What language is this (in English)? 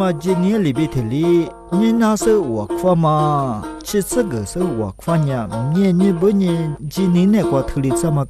Lisu